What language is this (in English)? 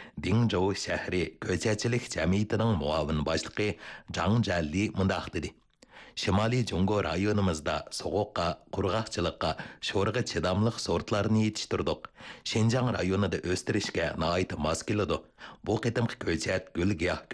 Uyghur